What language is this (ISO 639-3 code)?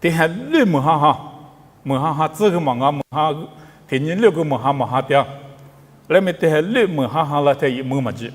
lis